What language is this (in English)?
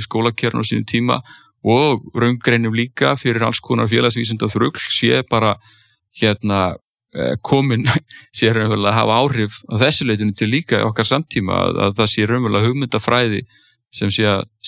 Icelandic